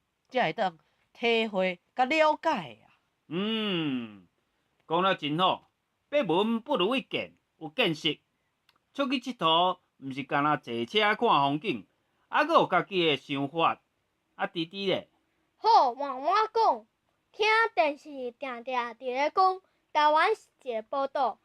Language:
Min Nan Chinese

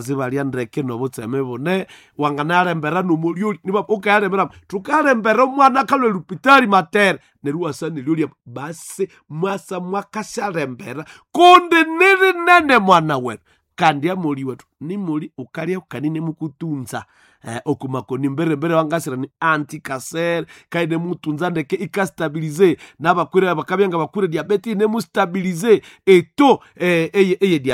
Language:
Nande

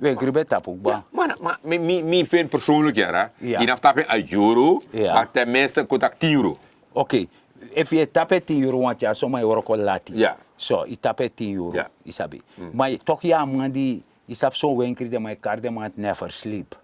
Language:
Sranan Tongo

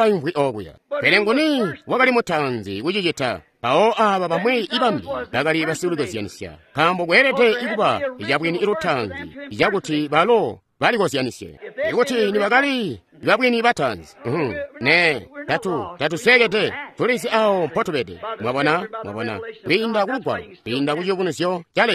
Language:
Tonga (Zambia)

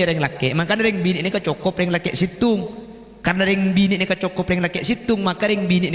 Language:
Madurese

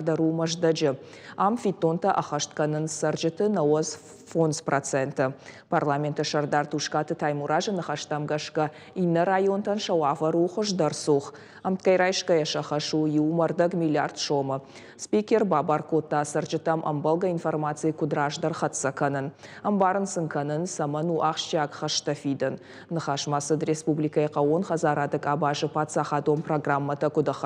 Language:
Ossetic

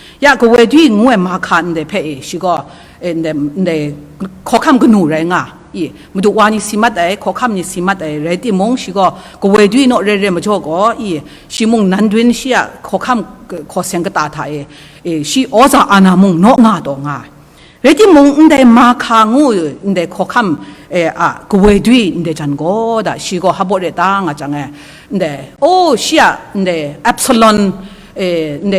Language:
Kachin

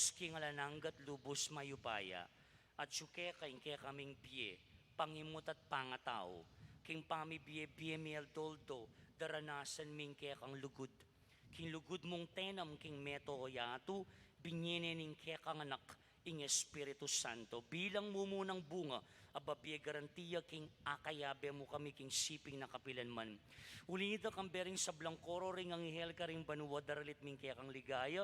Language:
Pampanga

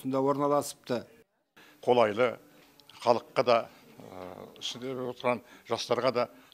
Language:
Kazakh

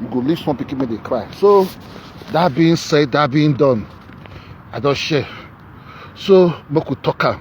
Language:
Nigerian Pidgin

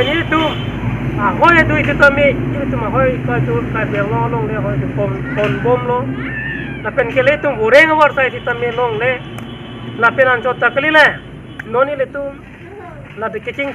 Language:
Karbi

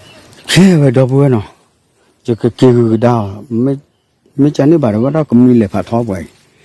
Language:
S'gaw Karen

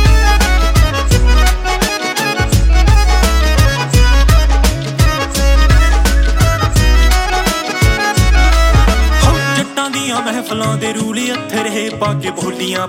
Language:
Punjabi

